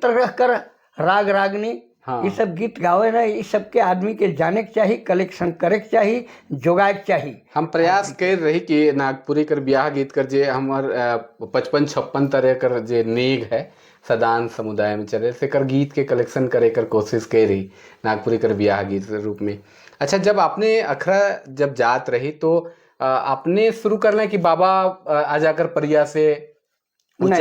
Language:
Sadri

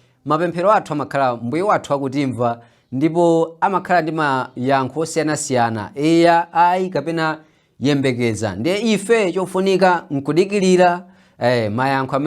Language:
Nyanja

